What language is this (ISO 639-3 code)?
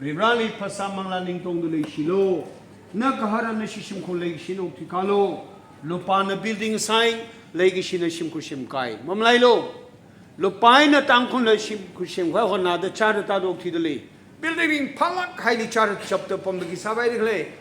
nmf